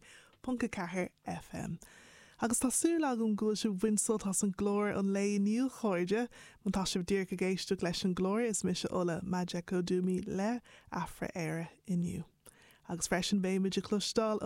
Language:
Irish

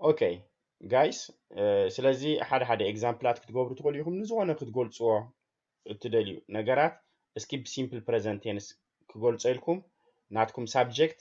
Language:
Tigrinya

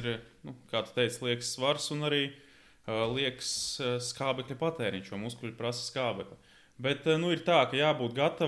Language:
Latvian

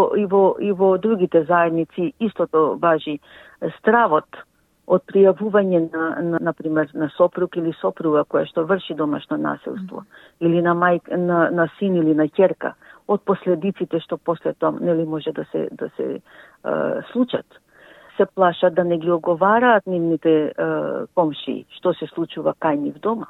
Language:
Macedonian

